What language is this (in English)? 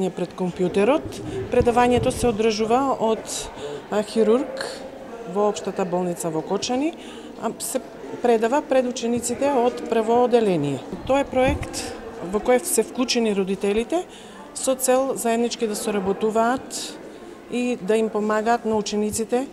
Macedonian